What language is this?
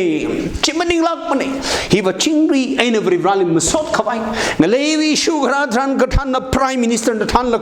Tangkhul Naga (India)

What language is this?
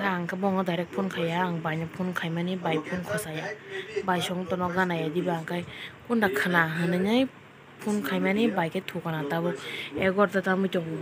Kok Borok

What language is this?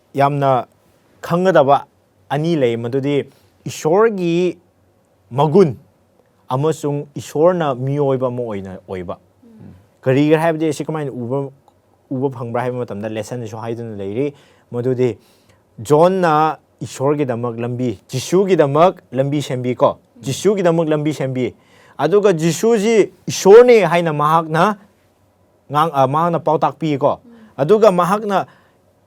Manipuri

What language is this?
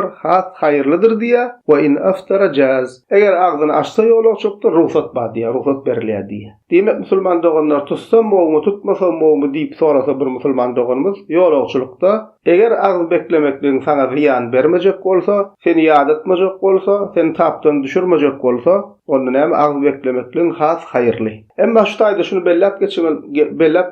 Turkmen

